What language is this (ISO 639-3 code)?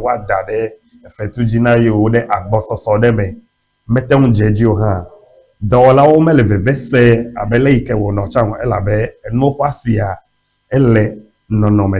ewe